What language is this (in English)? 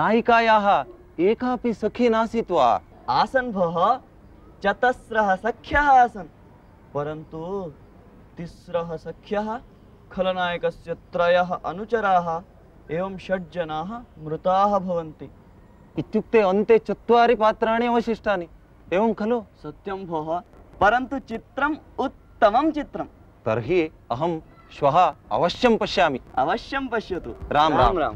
Sanskrit